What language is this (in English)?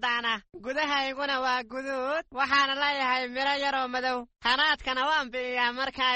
Somali